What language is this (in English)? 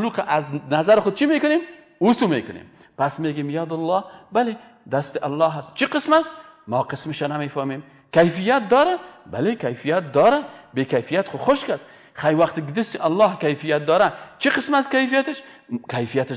Persian